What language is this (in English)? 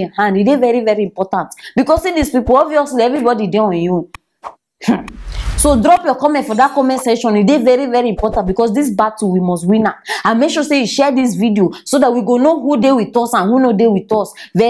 Nigerian Pidgin